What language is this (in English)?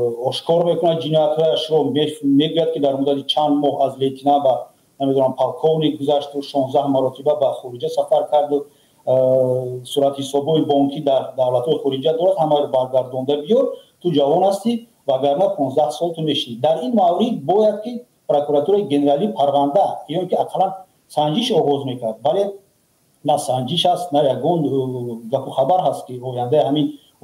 Tajik